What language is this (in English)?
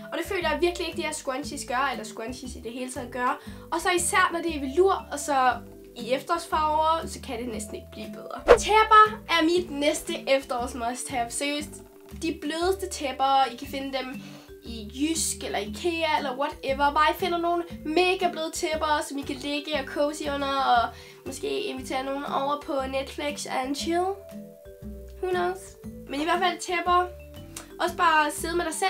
Danish